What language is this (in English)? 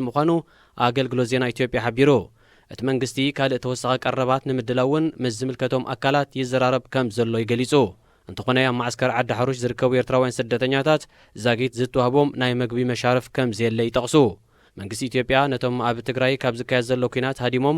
Tigrinya